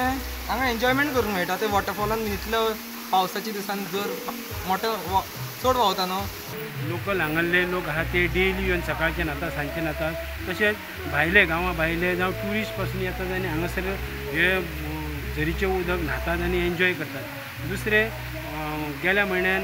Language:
Konkani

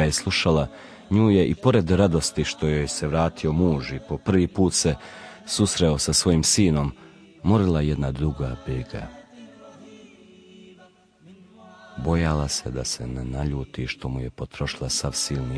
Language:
Bosnian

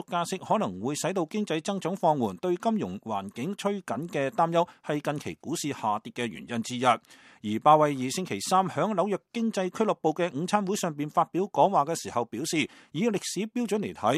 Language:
Cantonese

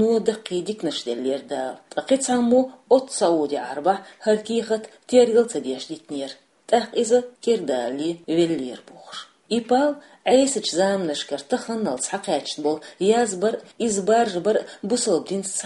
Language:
Chechen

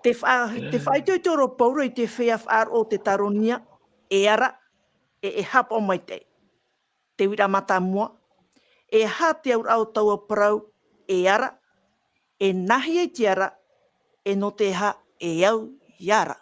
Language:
Tahitian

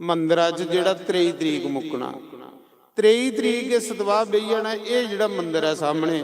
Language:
Dogri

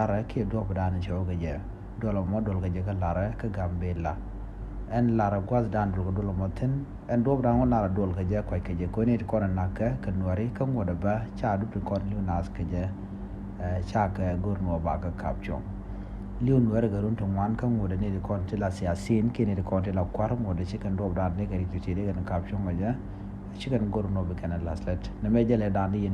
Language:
Nuer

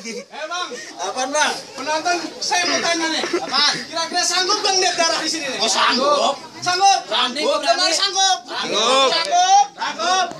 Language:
Betawi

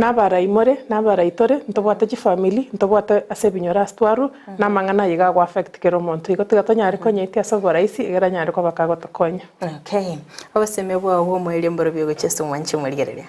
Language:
Gusii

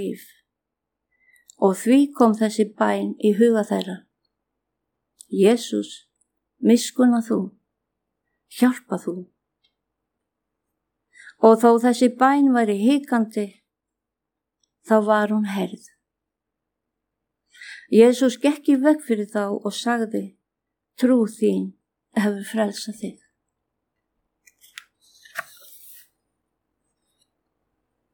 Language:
Icelandic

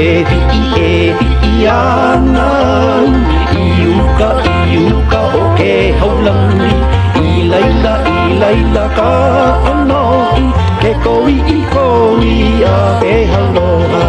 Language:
Hawaiian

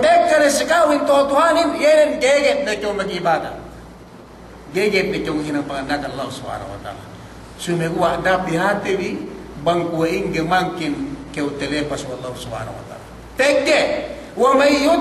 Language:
Yakan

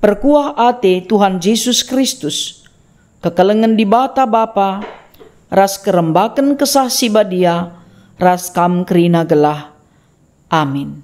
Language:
Batak Karo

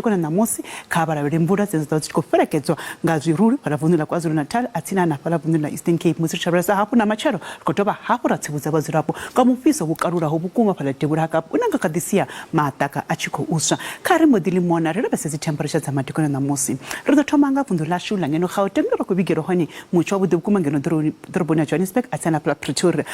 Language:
Venda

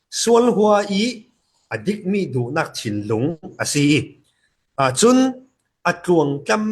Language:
Falam Chin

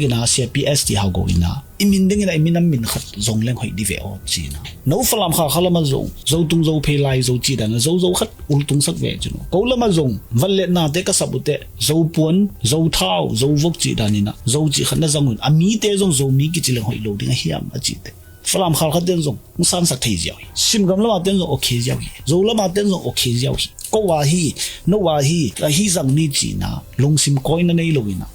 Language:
Tedim Chin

